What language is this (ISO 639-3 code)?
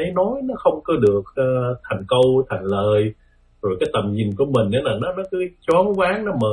vie